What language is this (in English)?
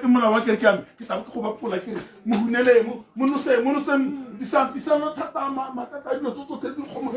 Tswana